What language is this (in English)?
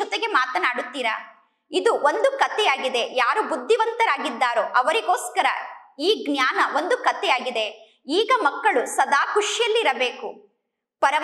Kannada